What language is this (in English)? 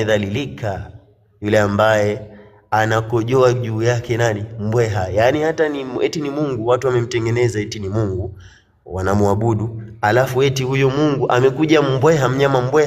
Swahili